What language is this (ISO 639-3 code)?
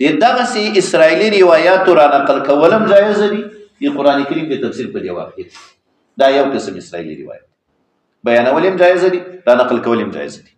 pus